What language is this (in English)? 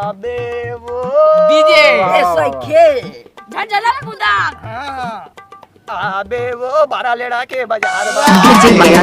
Chhattisgarhi